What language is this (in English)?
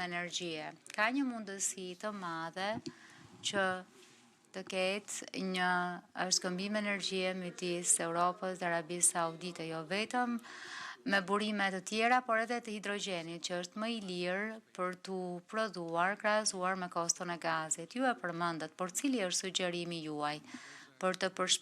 Albanian